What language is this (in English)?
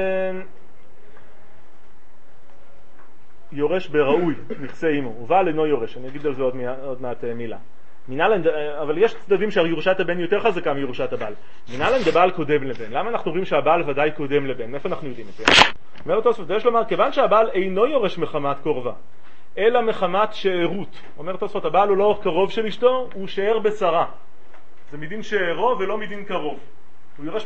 Hebrew